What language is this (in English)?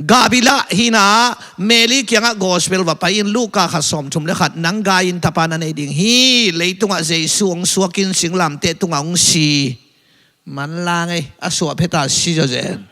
Tedim Chin